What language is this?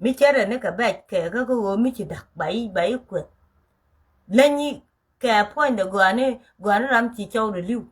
Nuer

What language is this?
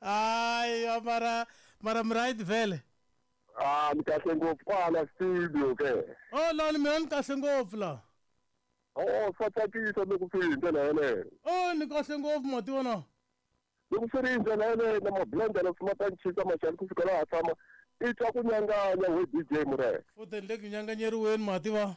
Tsonga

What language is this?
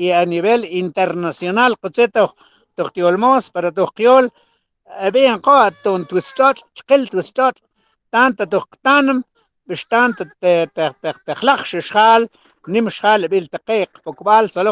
Mam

